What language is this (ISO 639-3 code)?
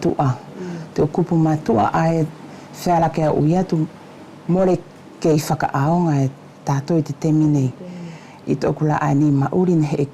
wls